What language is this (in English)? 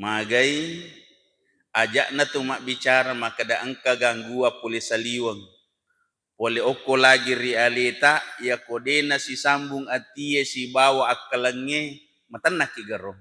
Buginese